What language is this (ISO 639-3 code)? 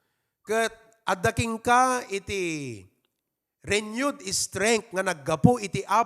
ilo